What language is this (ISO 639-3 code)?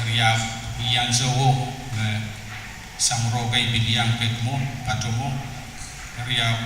pon